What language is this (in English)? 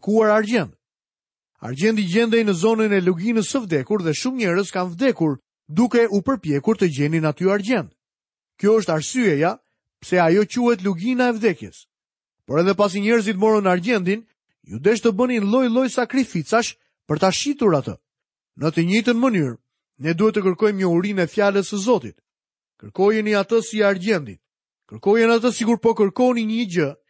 Albanian